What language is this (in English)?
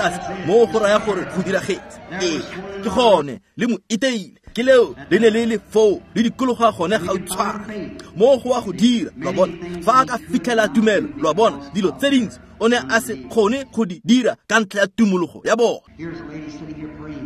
Tswana